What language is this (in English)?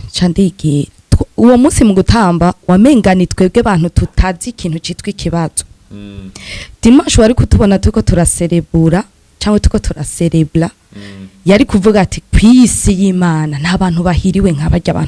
Rundi